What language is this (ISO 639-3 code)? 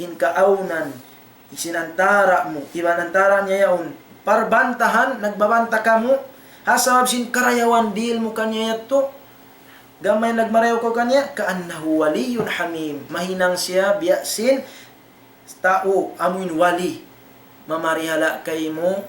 tsg